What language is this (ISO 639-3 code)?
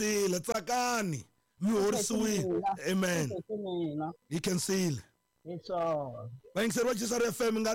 tso